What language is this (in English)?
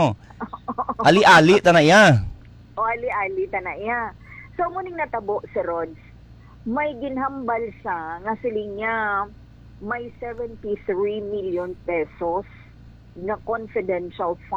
Hiligaynon